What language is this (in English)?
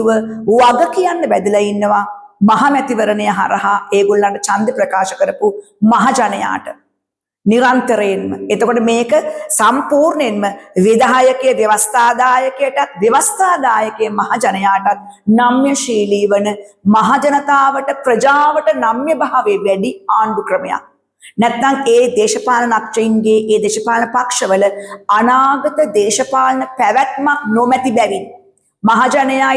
Sinhala